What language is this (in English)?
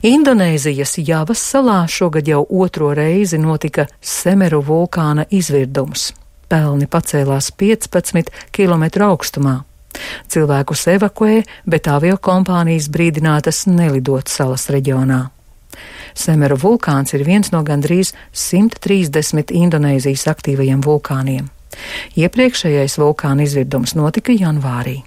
Latvian